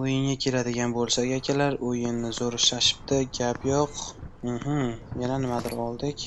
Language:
Uzbek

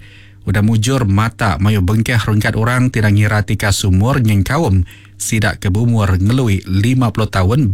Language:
Iban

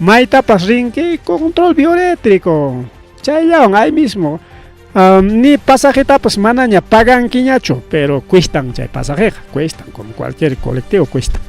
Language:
Ayacucho Quechua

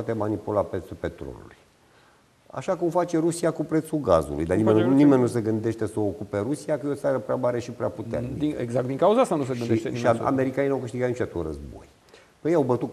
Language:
Romanian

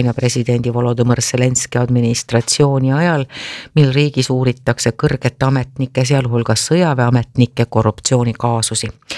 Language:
Estonian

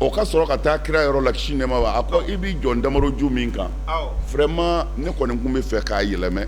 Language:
Bambara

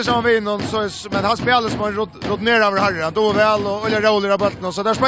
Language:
Faroese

